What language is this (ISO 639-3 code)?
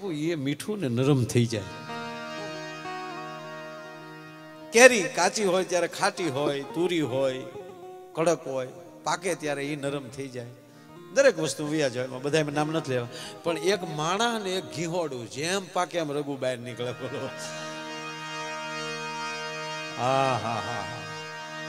guj